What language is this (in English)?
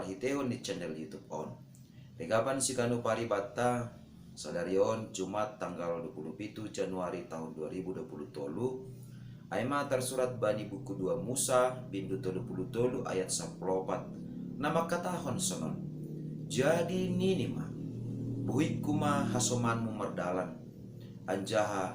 Batak Simalungun